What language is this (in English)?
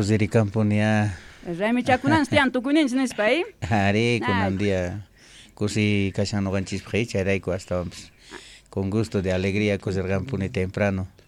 Quechua